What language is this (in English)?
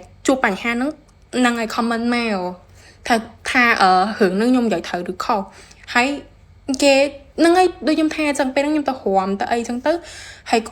Khmer